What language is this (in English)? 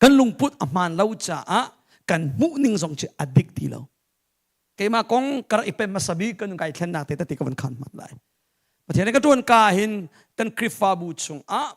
Hakha Chin